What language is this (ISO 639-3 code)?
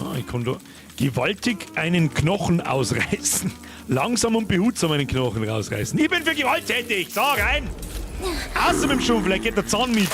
bar